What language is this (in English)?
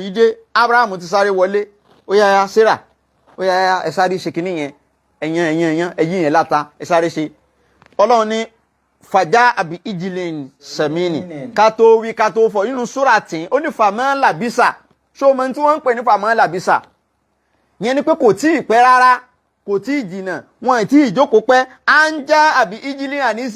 Yoruba